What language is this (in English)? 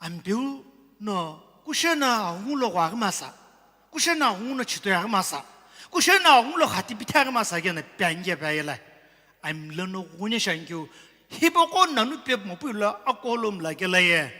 Sumi Naga